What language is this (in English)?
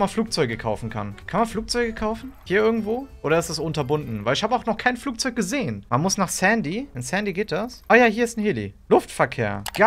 German